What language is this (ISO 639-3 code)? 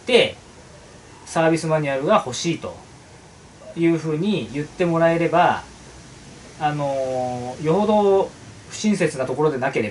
jpn